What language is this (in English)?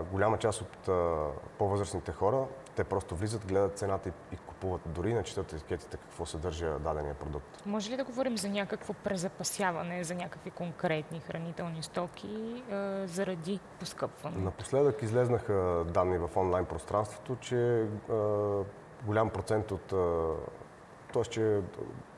Bulgarian